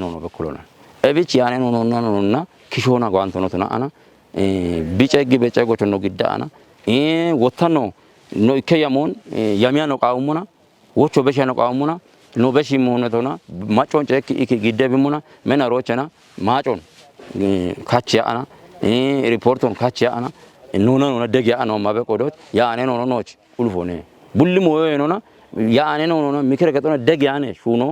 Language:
Kafa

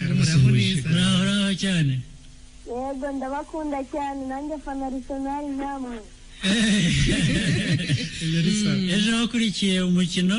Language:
Kinyarwanda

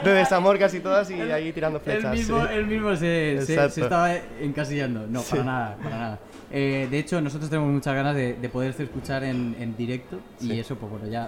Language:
Spanish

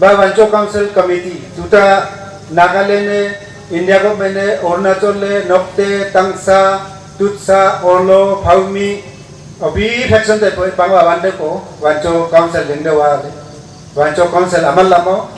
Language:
Wancho Naga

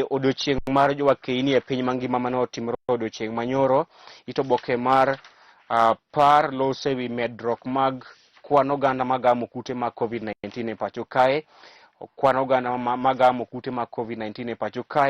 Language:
Luo (Kenya and Tanzania)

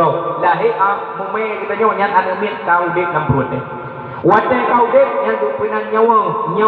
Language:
Achinese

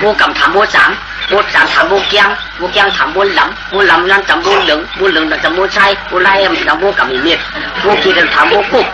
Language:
Shan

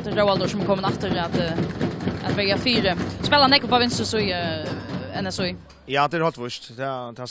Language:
Faroese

